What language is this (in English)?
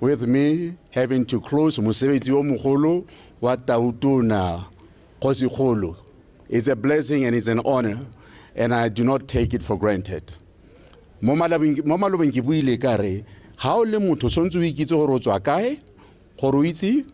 Tswana